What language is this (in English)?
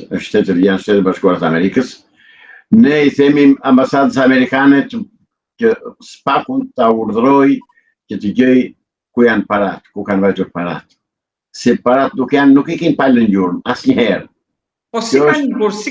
Albanian